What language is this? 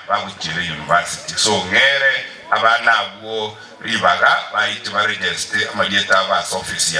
Gusii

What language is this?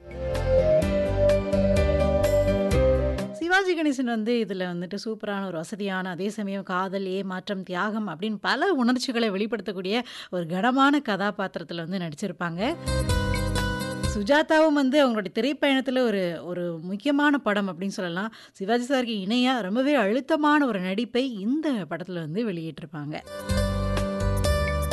Tamil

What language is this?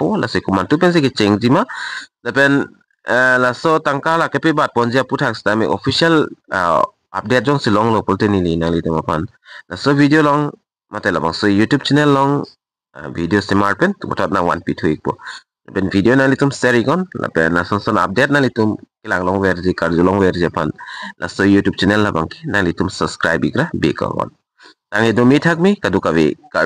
Karbi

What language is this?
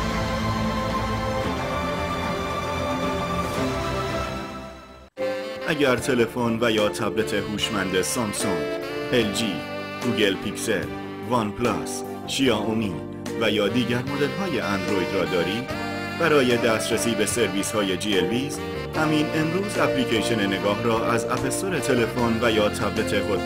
Persian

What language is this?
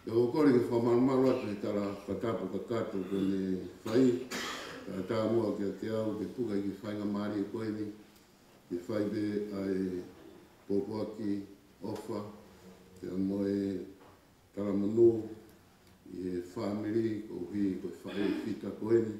Tongan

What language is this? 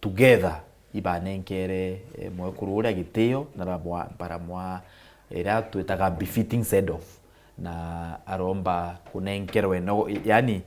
Meru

